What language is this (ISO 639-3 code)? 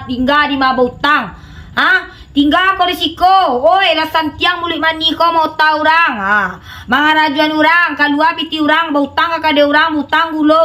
min